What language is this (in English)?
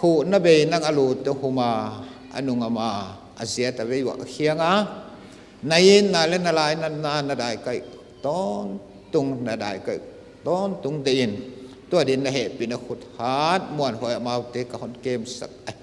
Paite Chin